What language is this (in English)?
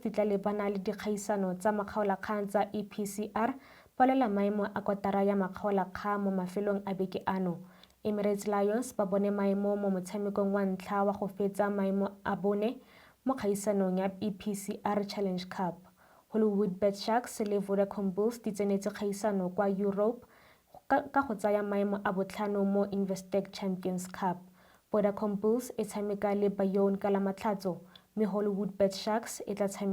Tswana